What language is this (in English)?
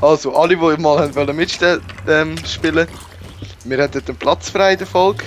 Swiss German